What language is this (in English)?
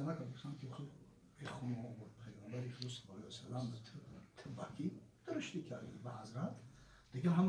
Tajik